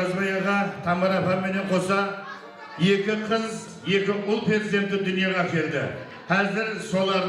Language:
Kara-Kalpak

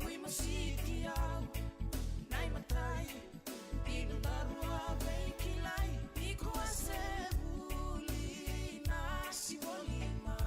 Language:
Fijian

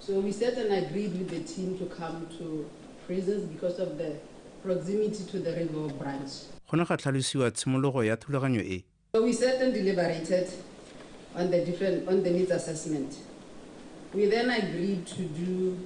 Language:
Tswana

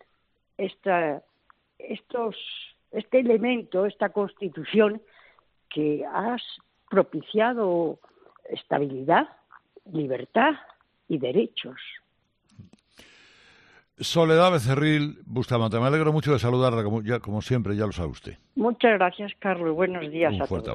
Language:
Spanish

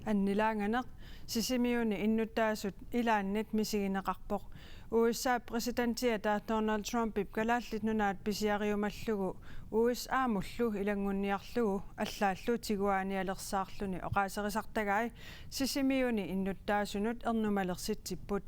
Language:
Kalaallisut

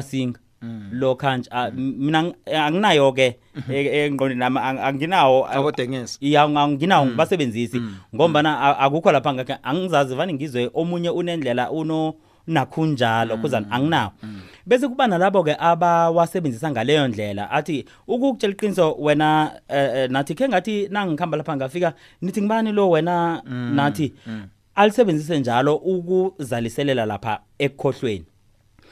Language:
South Ndebele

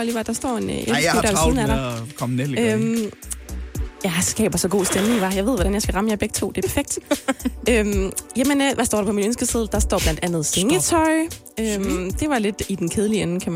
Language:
Danish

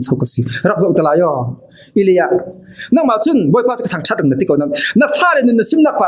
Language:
Falam Chin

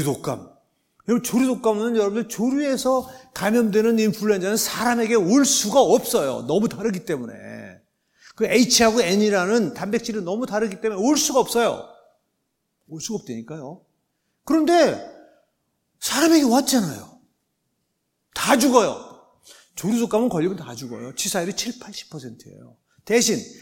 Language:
Korean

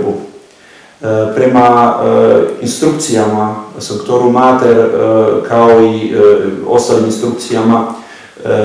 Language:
Croatian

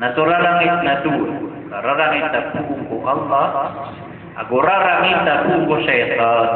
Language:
Maranao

